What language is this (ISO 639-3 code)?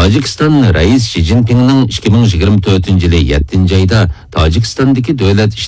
uig